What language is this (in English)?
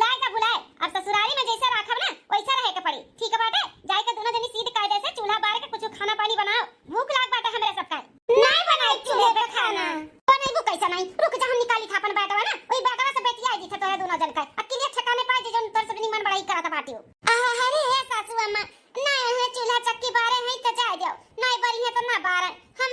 Awadhi